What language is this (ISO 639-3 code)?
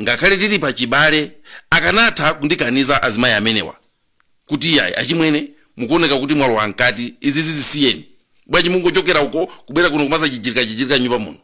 nya